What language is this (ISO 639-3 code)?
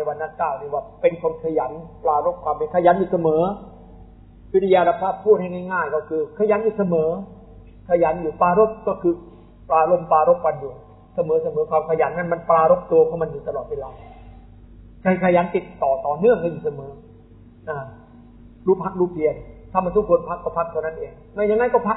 tha